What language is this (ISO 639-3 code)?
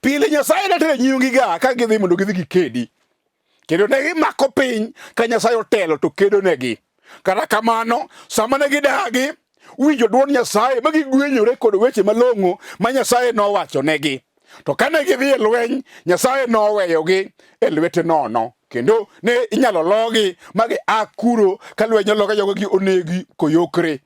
luo